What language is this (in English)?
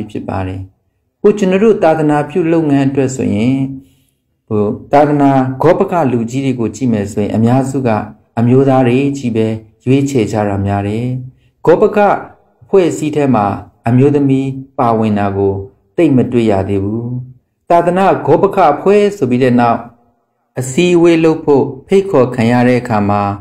Burmese